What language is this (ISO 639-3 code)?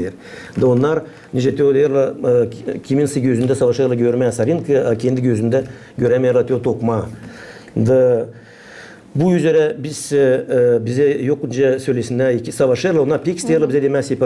gag